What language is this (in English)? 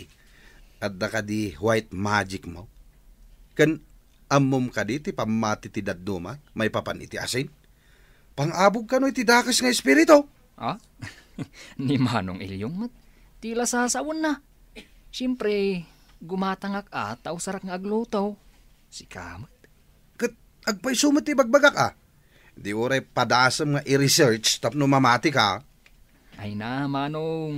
Iloko